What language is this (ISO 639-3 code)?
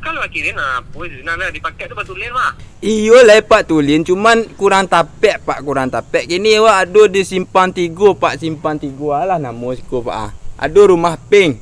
min